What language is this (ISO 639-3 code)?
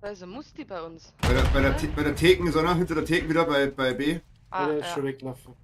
bar